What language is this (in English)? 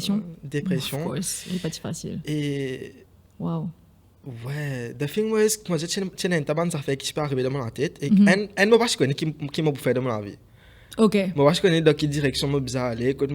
Morisyen